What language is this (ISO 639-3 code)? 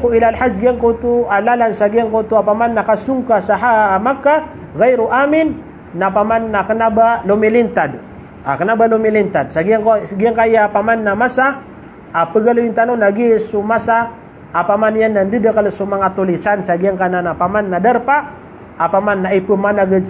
mrw